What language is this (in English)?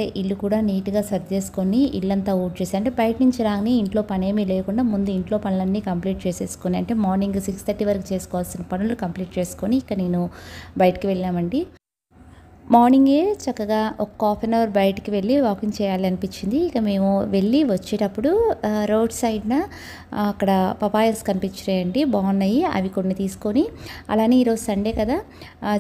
Telugu